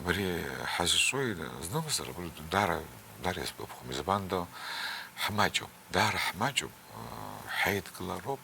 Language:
Abkhazian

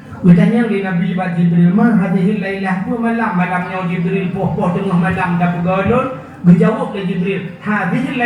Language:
Achinese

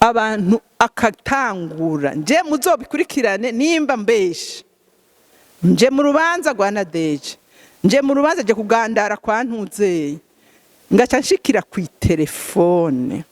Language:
Rundi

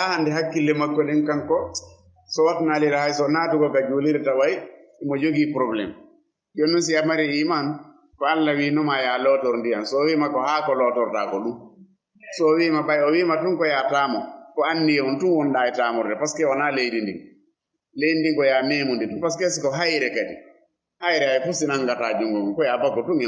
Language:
Fula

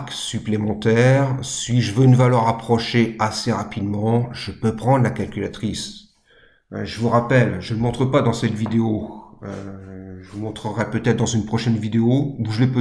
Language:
French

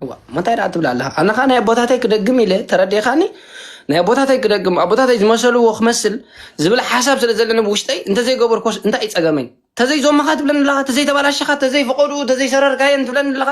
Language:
Tigrinya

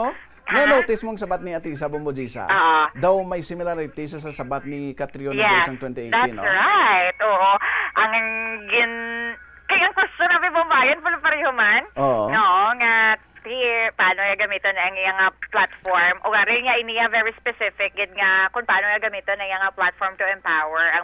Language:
Hiligaynon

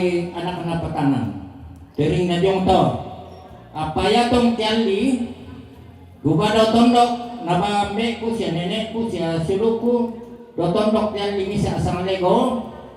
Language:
Toraja-Sa'dan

